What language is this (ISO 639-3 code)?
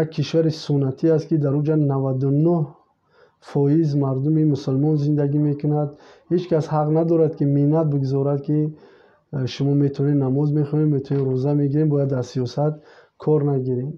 tgk